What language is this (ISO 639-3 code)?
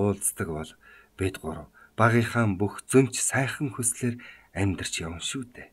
mon